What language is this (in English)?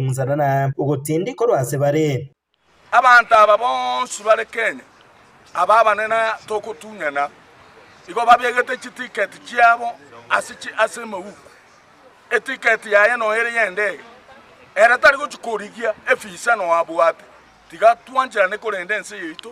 Gusii